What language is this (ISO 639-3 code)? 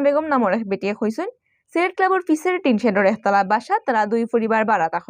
syl